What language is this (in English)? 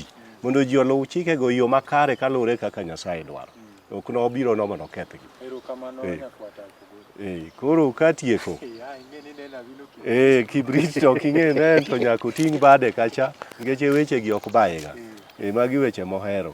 Luo (Kenya and Tanzania)